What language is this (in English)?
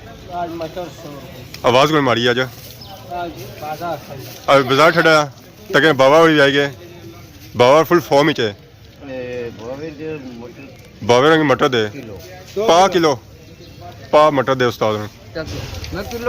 Pahari-Potwari